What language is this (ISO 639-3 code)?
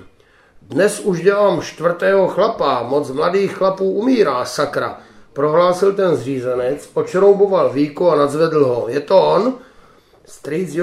ces